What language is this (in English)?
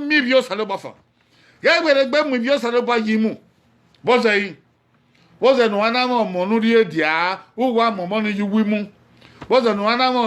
Bini